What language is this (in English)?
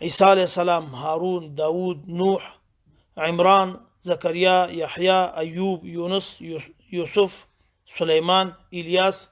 Pashto